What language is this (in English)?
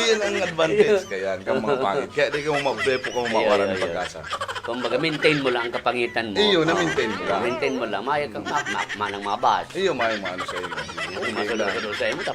Bikol